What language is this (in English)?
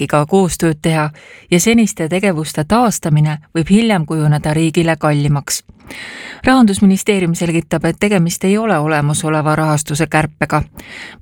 Estonian